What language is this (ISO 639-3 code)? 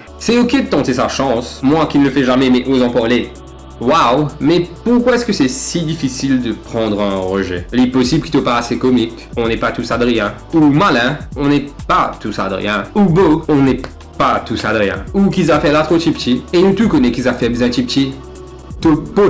mfe